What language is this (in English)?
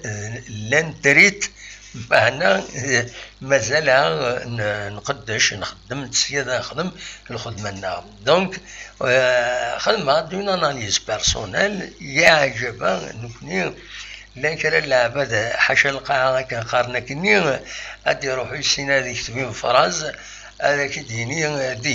Kabyle